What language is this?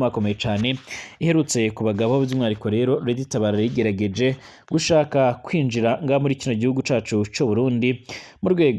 Rundi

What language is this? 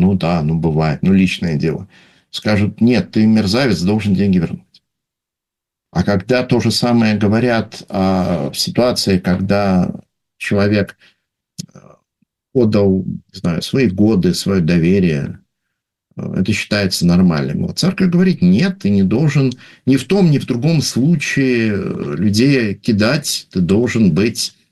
Russian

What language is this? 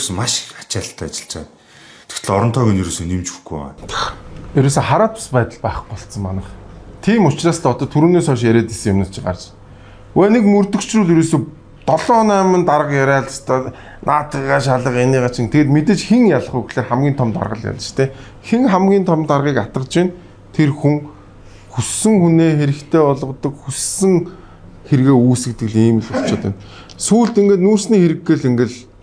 Mongolian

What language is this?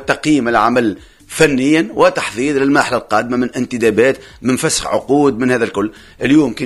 Tunisian Arabic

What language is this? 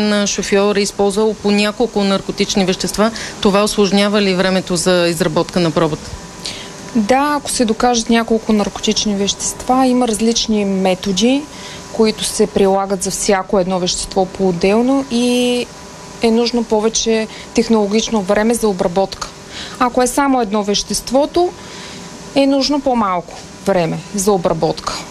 Bulgarian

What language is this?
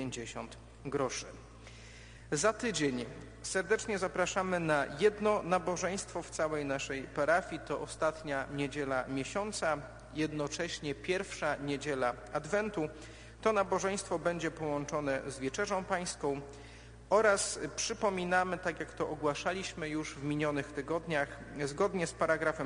Polish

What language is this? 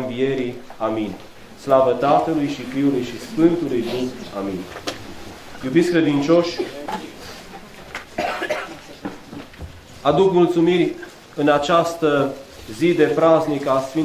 Romanian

